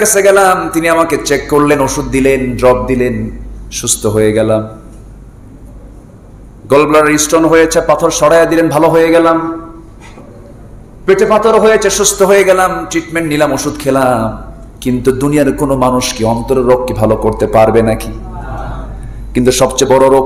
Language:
Bangla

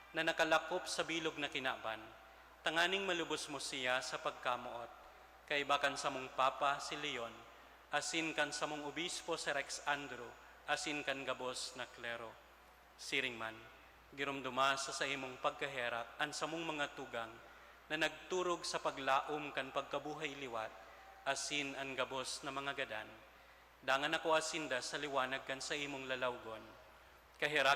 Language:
Bikol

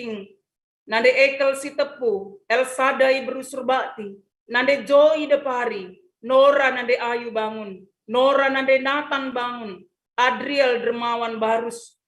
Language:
Batak Karo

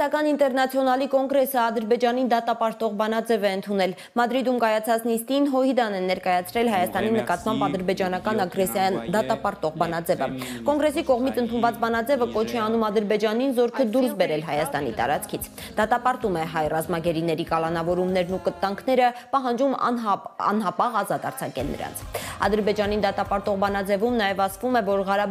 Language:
Armenian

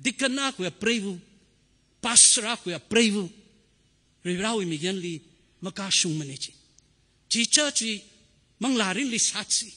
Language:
Tangkhul Naga (India)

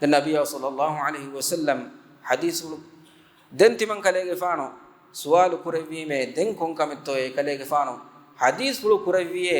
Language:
Divehi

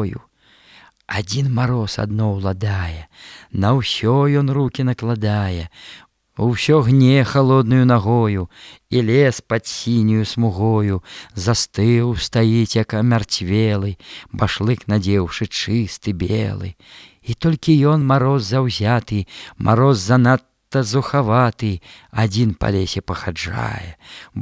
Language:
Belarusian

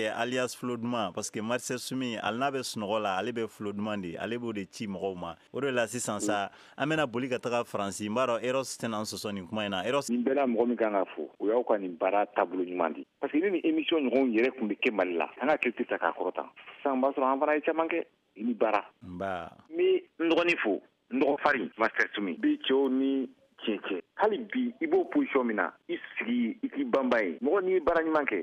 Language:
Bambara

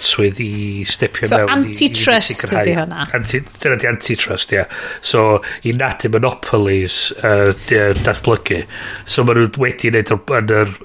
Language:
Welsh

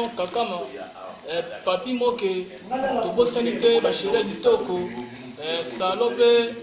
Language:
Lingala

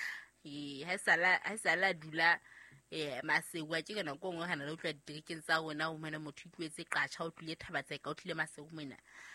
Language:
Southern Sotho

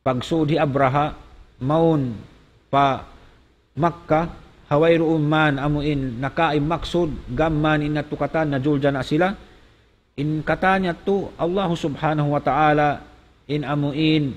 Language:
Tausug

